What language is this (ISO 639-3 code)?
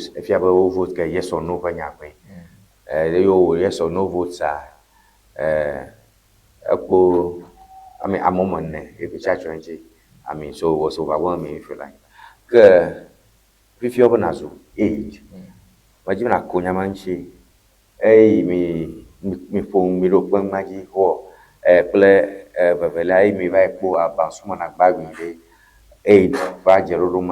ewe